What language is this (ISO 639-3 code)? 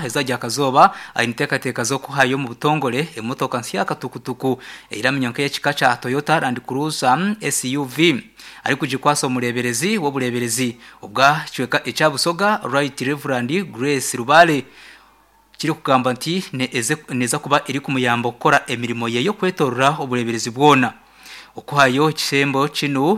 nyn